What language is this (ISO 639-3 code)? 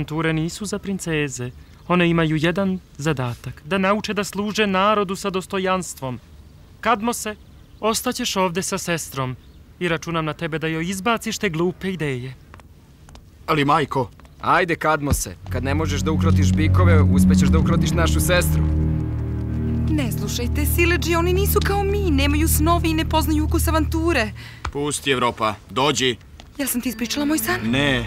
srp